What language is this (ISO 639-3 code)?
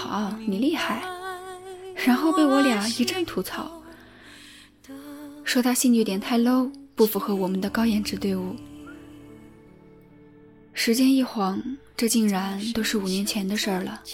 zho